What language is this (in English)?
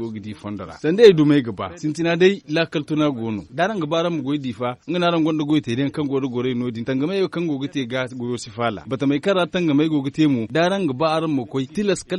Zarma